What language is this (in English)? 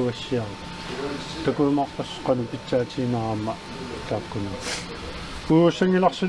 Kalaallisut